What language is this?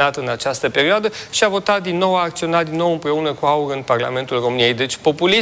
Romanian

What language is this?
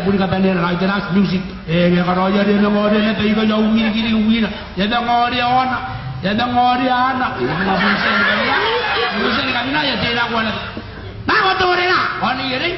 Gilbertese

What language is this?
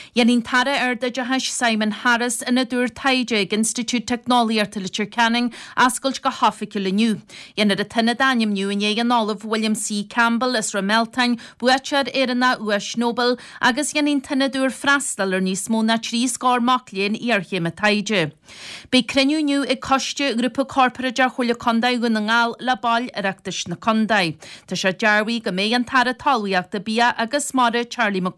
Irish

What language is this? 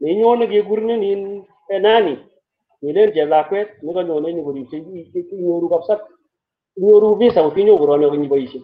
Kalenjin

